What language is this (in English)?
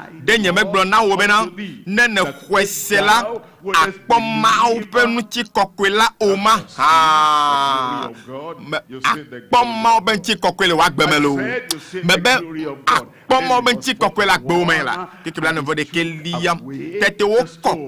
Ewe